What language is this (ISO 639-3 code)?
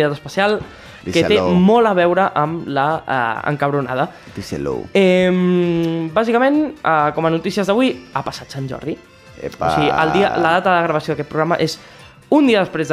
cat